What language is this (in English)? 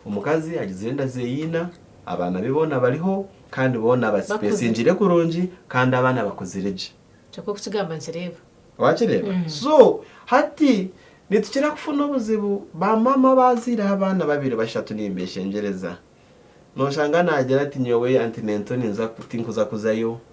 Nyankole